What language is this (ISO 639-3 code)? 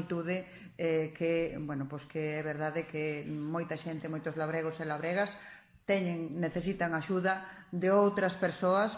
glg